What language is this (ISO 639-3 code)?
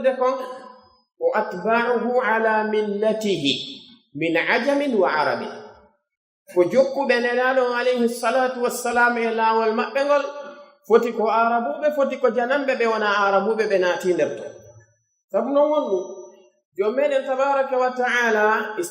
fuf